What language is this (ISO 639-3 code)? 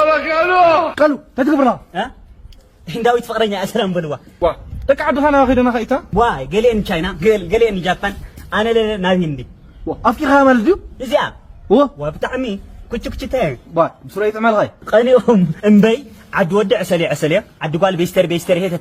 tir